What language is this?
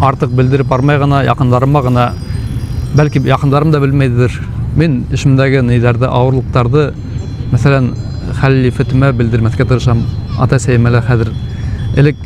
Bashkir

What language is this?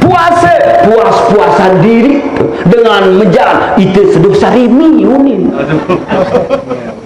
Sasak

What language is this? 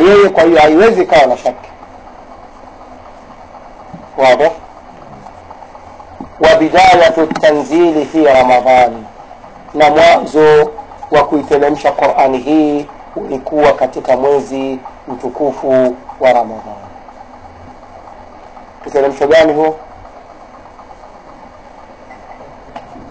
Swahili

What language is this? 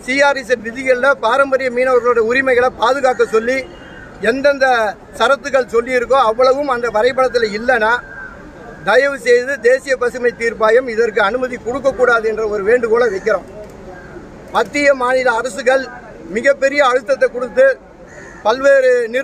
Tamil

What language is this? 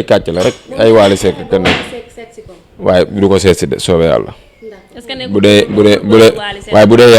Wolof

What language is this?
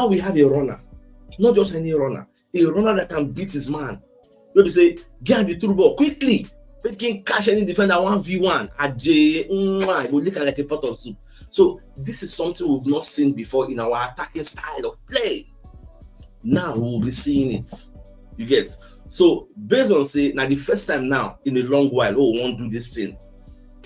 Nigerian Pidgin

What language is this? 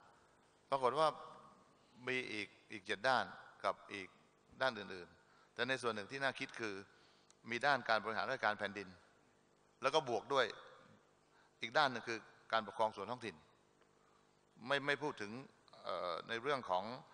Thai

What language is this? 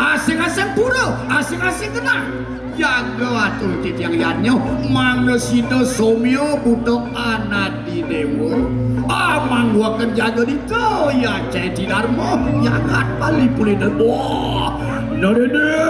Balinese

